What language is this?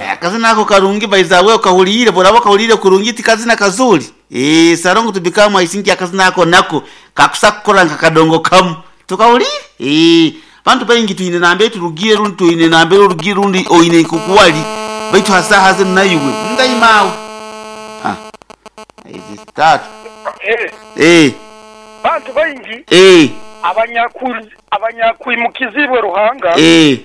Nyoro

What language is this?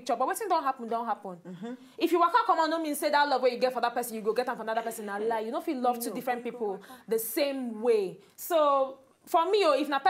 Nigerian Pidgin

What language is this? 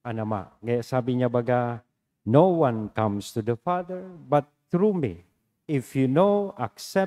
Bikol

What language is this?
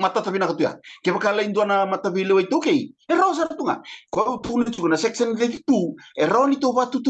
Fijian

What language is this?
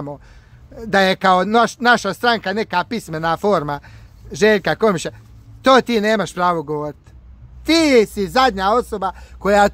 Bosnian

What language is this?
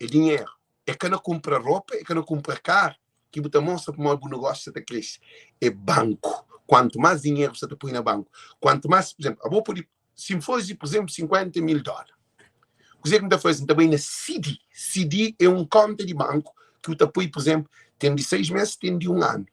Kabuverdianu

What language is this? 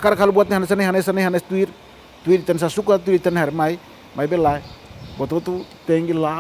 Tetum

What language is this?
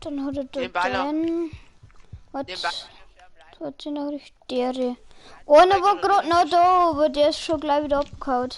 Bavarian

